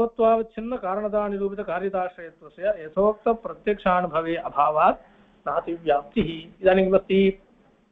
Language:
Sanskrit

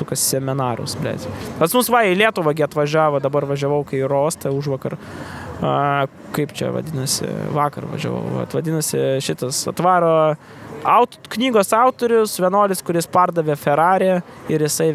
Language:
Lithuanian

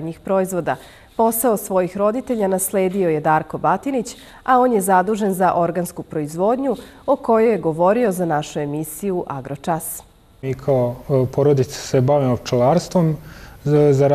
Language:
Serbian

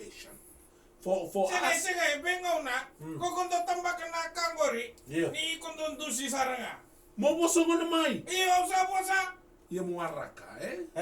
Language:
Fijian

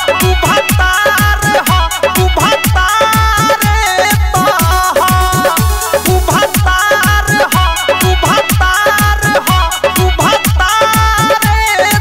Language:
Bhojpuri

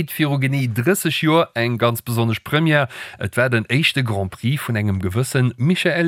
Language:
Luxembourgish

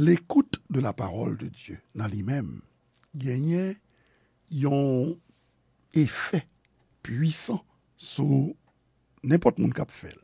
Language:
Haitian Creole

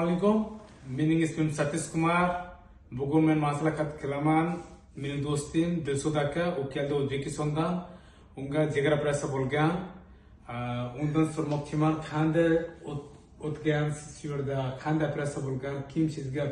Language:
Uzbek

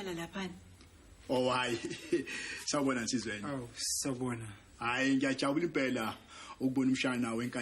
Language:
Zulu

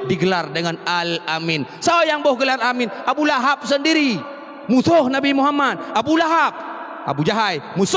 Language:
Achinese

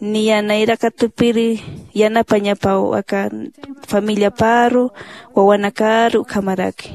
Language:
Aymara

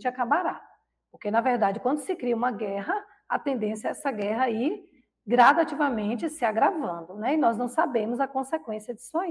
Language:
Portuguese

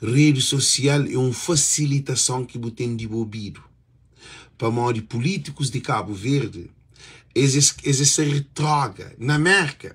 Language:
Kabuverdianu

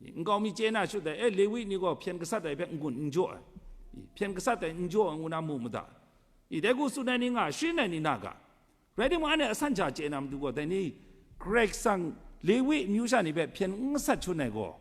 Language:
Kachin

